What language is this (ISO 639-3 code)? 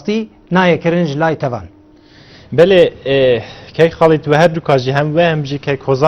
kur